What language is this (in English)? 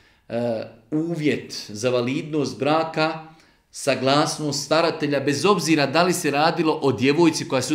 Bosnian